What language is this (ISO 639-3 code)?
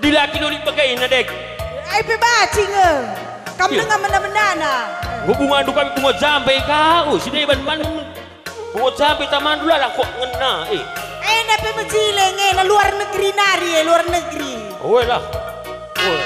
btx